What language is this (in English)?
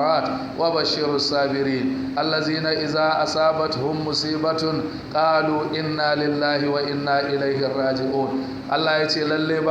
Hausa